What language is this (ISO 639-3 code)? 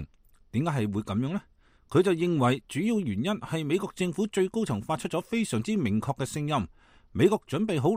yue